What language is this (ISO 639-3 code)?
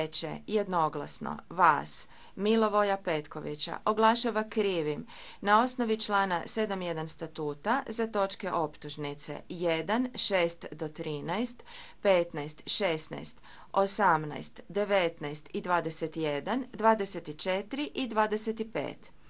hrv